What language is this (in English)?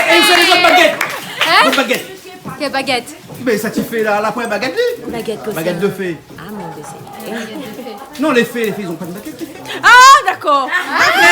Réunion Creole French